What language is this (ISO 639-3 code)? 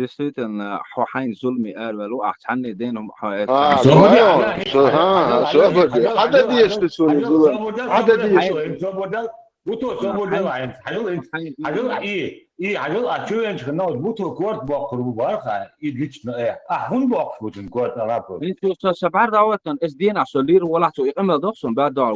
che